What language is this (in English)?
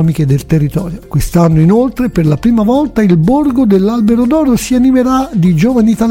Italian